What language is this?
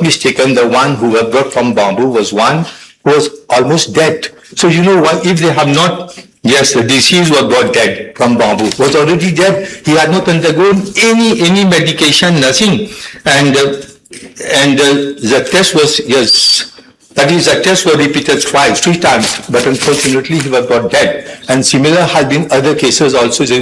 Morisyen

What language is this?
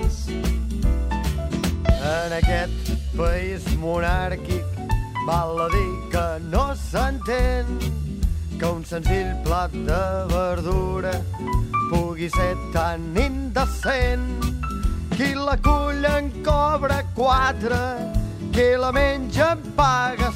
Catalan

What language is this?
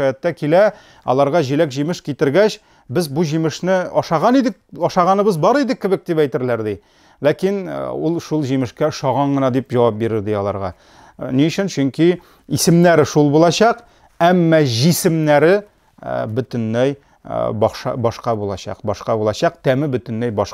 Tatar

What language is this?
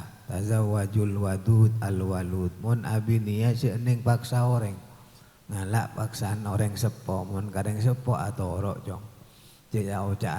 Madurese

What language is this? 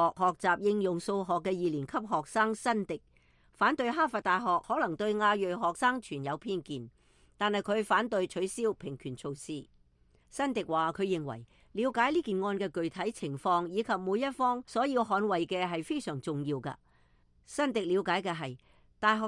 Cantonese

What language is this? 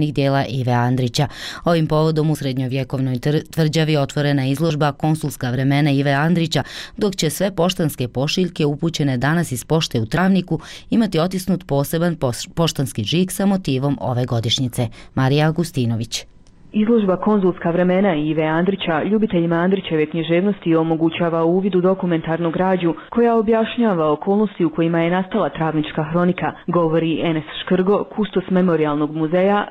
Croatian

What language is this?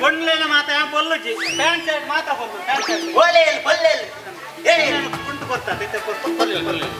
Tulu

